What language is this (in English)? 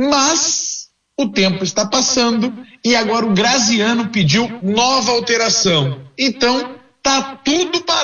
Portuguese